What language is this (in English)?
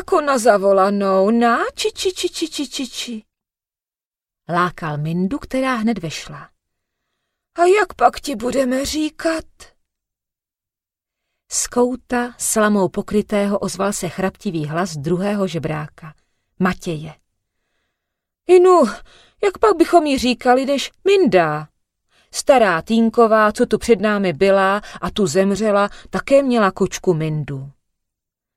Czech